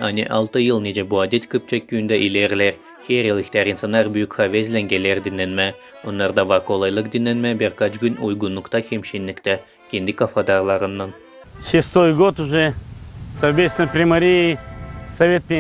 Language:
Gagauz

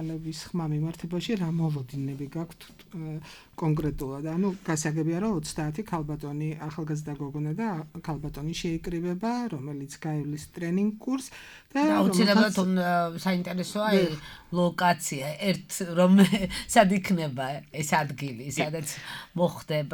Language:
Georgian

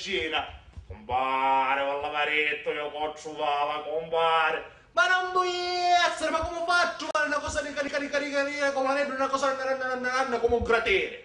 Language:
Sicilian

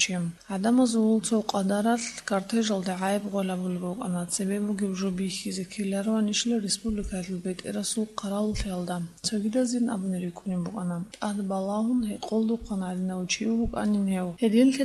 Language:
Avaric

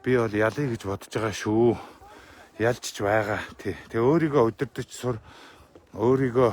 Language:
Mongolian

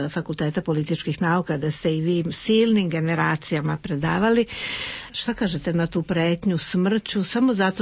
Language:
Serbian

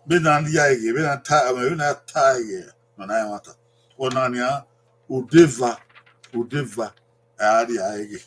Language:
Bini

